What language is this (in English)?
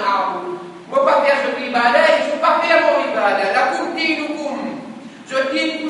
Morisyen